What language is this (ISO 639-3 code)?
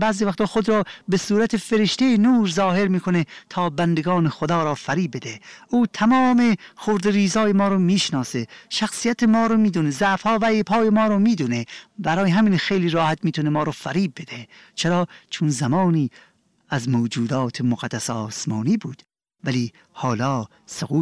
fas